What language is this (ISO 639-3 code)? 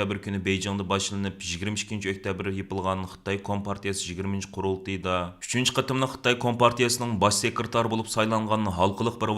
uig